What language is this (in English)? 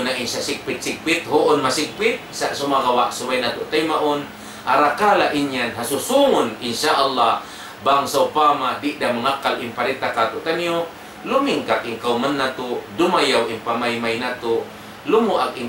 Tausug